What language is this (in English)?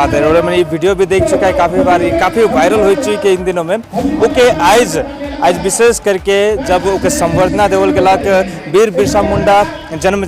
Sadri